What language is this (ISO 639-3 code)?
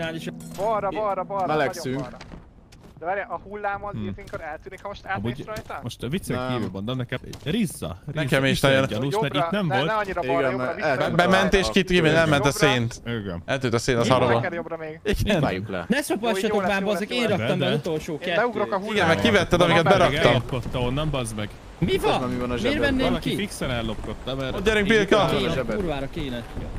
hun